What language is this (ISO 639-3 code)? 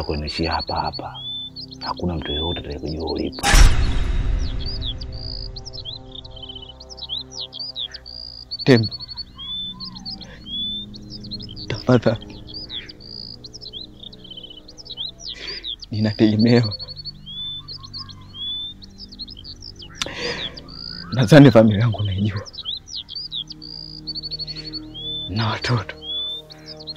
swa